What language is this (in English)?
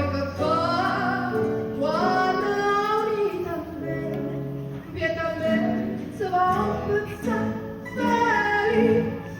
Neapolitan